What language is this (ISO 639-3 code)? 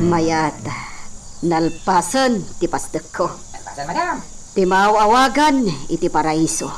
ilo